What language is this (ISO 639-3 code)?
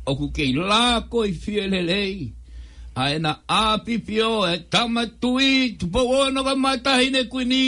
ton